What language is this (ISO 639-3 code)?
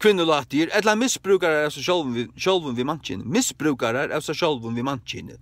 fao